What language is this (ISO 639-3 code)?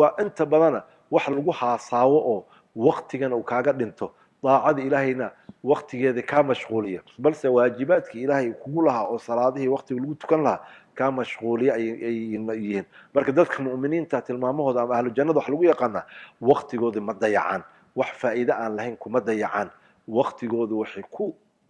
som